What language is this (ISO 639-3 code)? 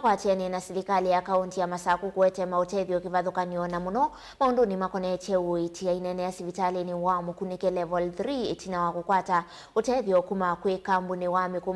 kam